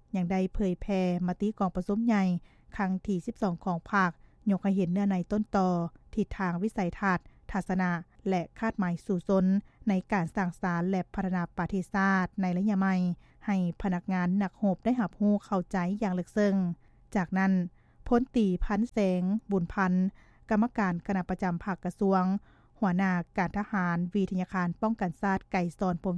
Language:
Lao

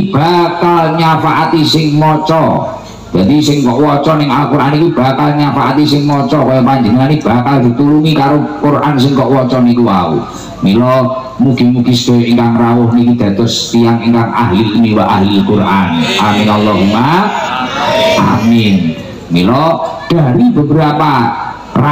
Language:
Javanese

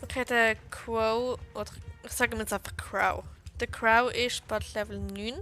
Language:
Swiss German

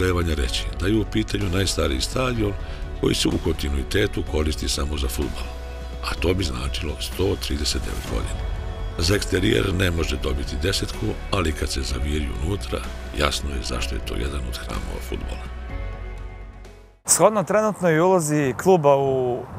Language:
Serbian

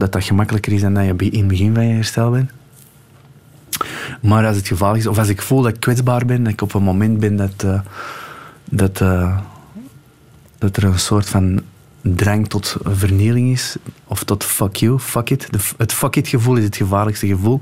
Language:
Dutch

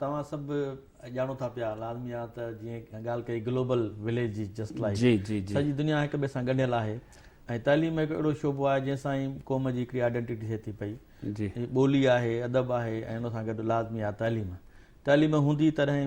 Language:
Sindhi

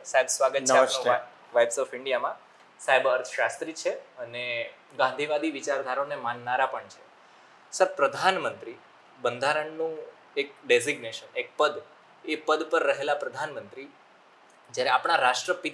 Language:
Gujarati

